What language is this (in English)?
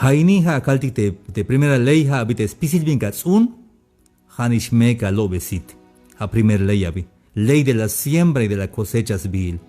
Tzeltal